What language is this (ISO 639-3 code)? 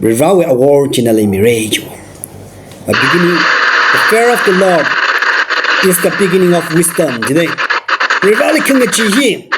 nmf